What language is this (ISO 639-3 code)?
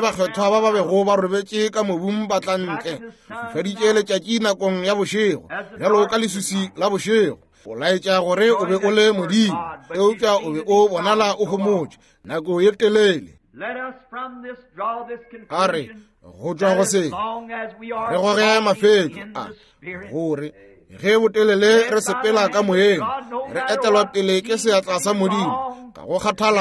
nso